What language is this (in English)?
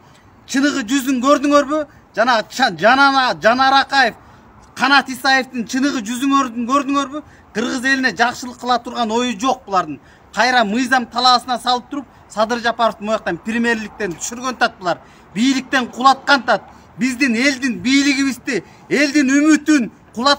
Kyrgyz